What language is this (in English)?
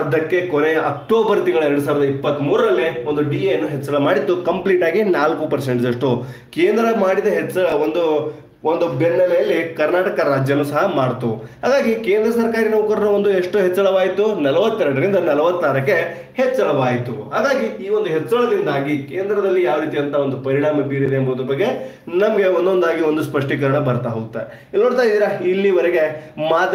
Kannada